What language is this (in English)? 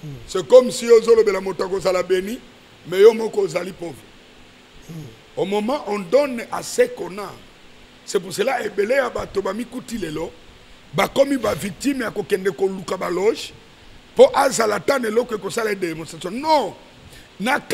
Lingala